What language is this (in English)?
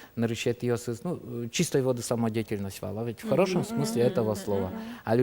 Udmurt